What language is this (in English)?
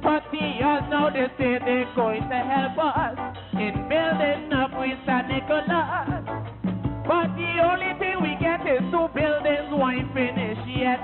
Papiamento